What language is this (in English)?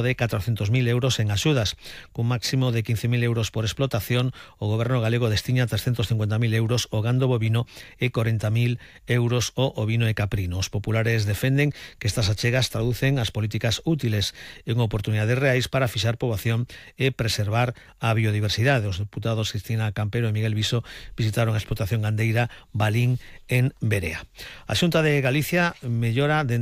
Galician